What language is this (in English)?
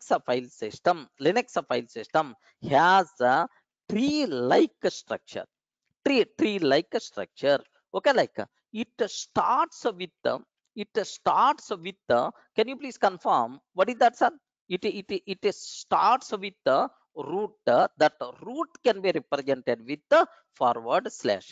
English